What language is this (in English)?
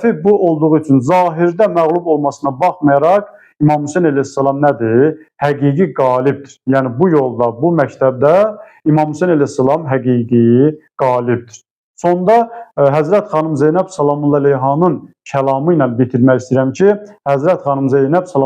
Azerbaijani